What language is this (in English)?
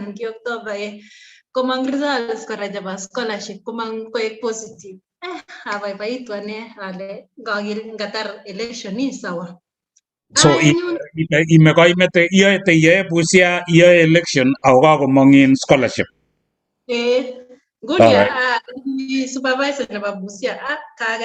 Kalenjin